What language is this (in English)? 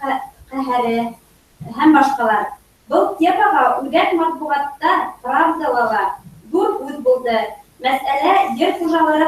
Bashkir